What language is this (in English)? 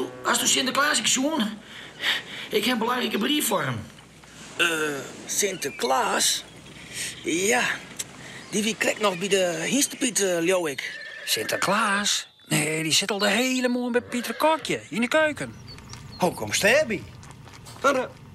Western Frisian